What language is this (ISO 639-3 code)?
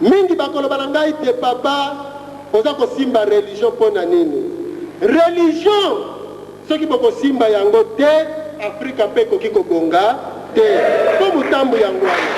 lin